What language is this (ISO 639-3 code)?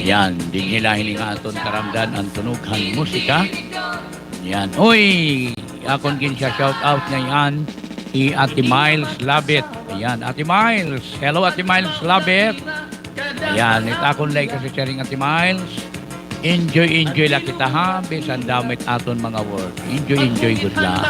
war